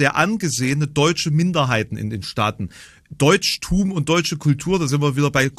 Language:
German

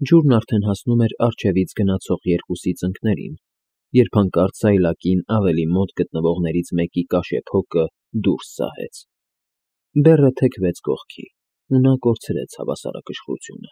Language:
Armenian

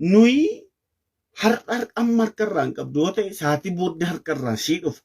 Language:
Oromo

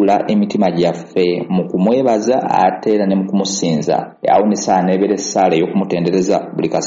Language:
Ganda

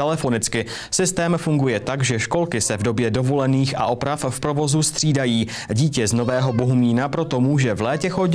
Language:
Czech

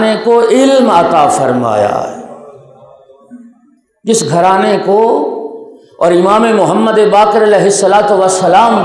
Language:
Urdu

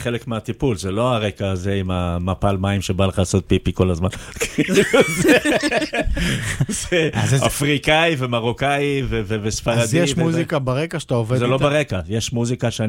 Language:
Hebrew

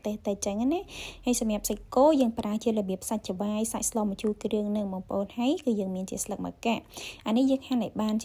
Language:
Khmer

